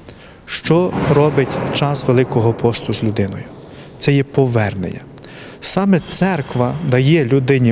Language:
Ukrainian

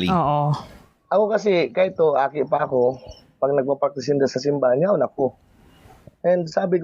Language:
Bikol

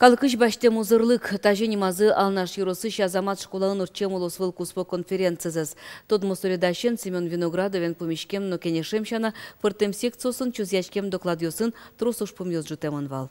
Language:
Udmurt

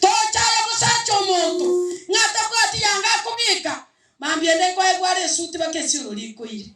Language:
Gusii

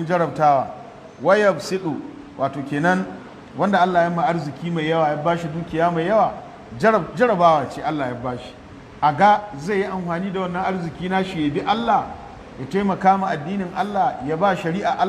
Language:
Hausa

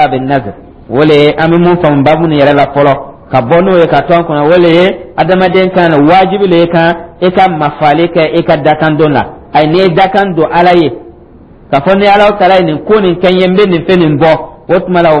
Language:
Dyula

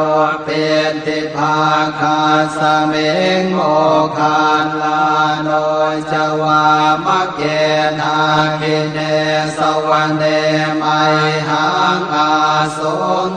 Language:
Pali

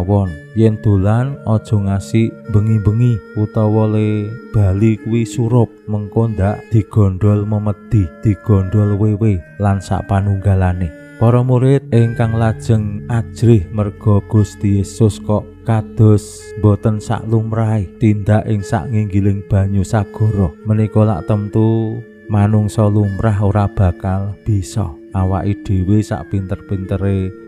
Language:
Javanese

